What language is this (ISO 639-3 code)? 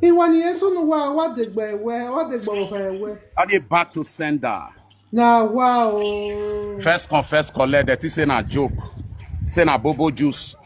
pcm